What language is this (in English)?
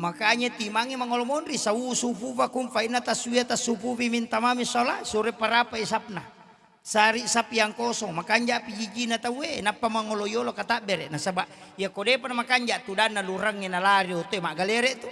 Buginese